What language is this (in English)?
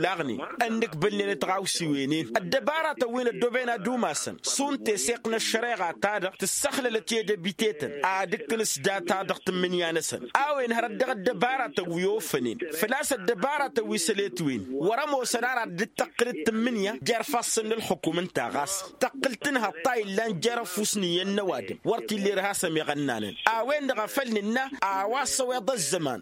Tamasheq